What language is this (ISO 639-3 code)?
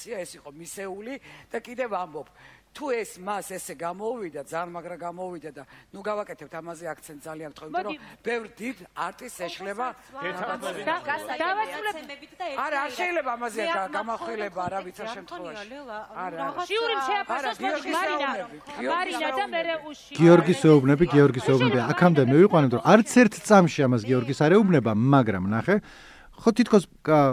kat